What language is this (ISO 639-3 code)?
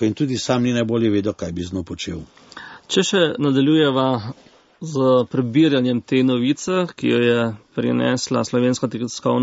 slv